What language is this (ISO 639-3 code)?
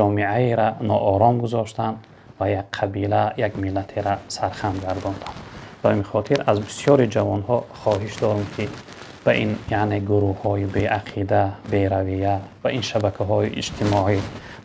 tgk